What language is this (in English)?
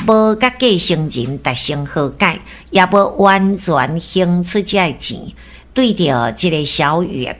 Min Nan Chinese